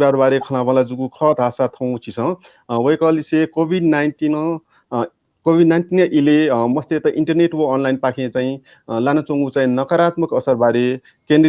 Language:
Newari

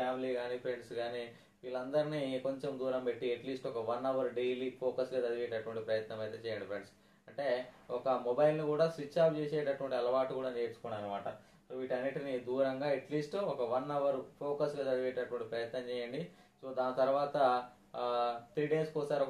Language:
Telugu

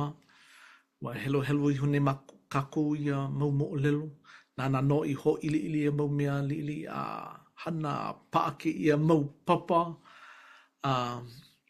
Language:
Hawaiian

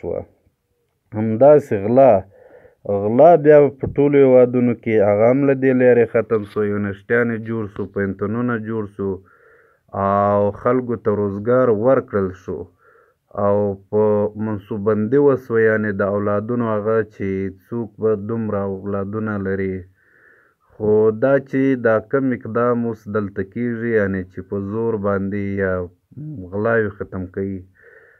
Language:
Pashto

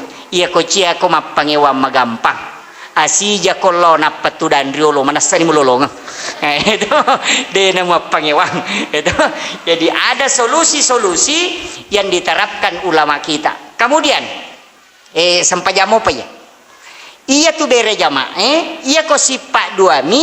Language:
Buginese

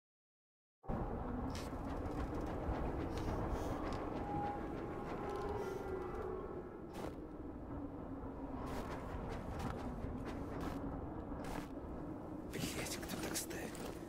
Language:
Russian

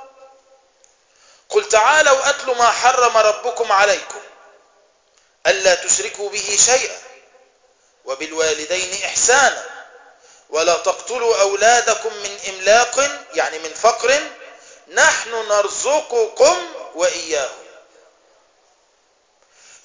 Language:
Arabic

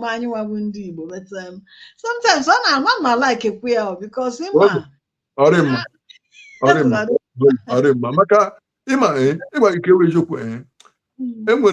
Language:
Igbo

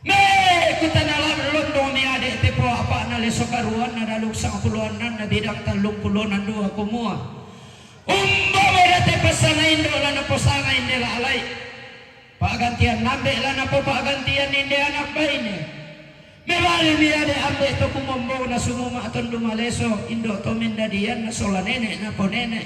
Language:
Toraja-Sa'dan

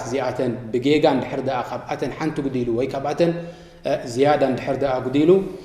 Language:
Tigrinya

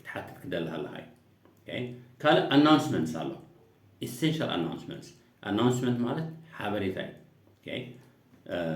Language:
Tigrinya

